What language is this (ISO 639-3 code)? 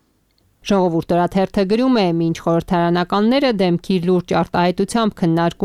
hye